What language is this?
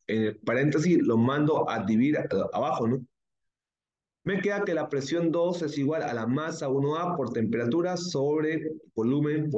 Spanish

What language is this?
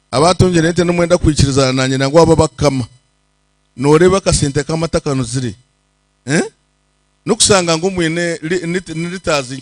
Nyankole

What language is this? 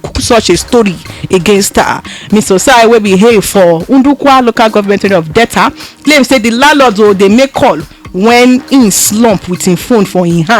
Nigerian Pidgin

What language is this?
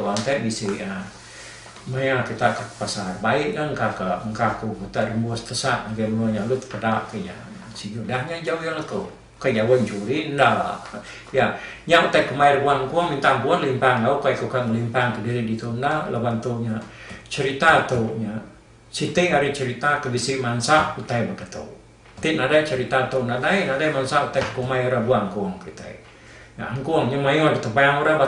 Iban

